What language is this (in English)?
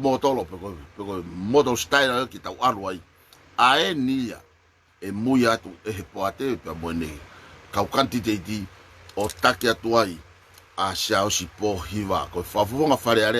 Tongan